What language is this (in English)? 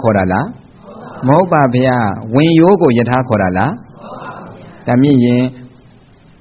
Burmese